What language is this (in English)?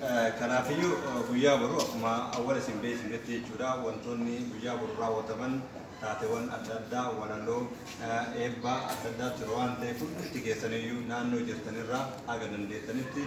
Oromo